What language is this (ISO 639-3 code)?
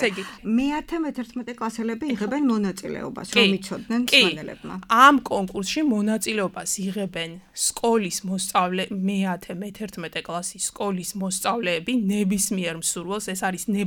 kat